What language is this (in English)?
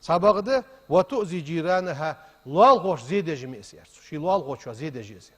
Ingush